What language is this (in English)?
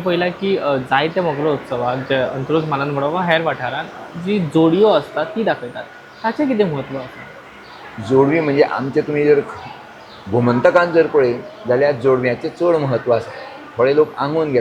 Konkani